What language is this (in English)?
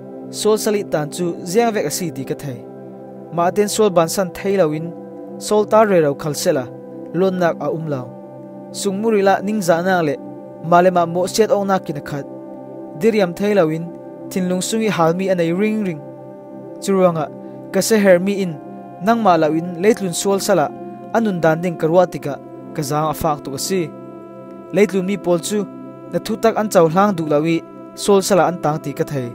Falam Chin